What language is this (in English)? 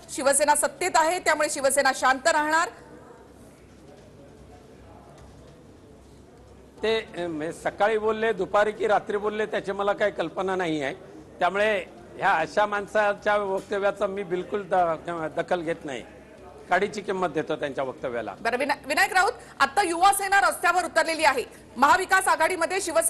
Marathi